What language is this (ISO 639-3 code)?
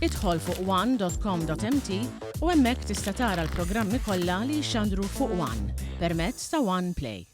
mlt